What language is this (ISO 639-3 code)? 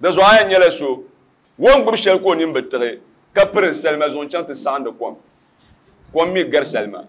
dag